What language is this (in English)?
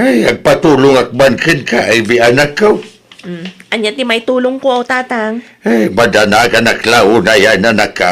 Iloko